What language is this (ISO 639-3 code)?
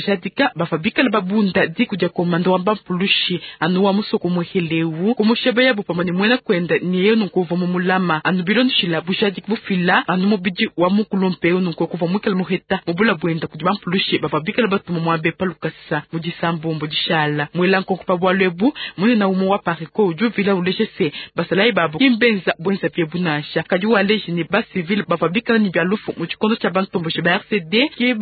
lua